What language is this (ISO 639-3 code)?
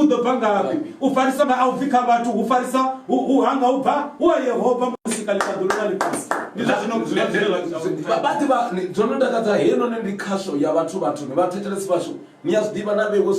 ven